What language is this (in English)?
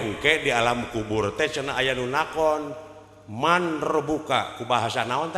Sundanese